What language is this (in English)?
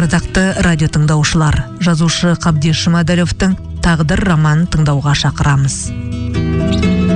Kazakh